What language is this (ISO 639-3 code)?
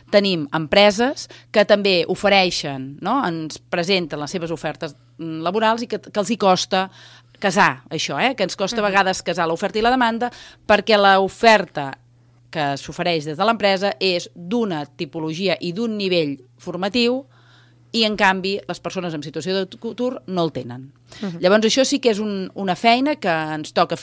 cat